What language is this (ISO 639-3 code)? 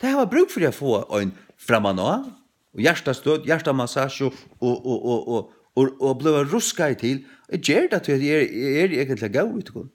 fao